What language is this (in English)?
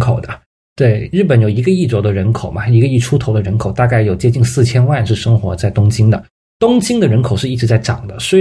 Chinese